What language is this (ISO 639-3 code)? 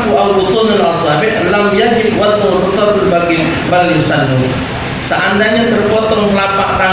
mui